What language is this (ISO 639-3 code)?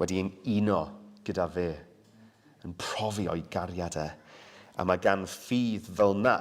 cym